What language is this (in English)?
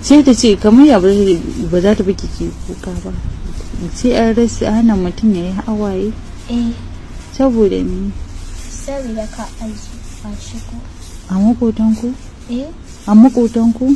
Hausa